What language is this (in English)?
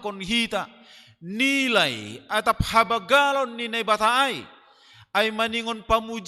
Batak Simalungun